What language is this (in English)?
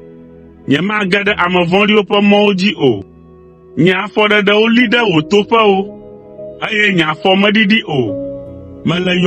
Ewe